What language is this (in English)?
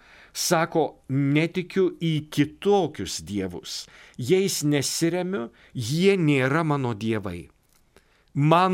Lithuanian